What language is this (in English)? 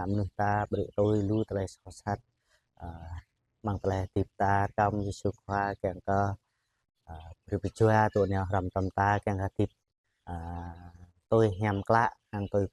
Jarai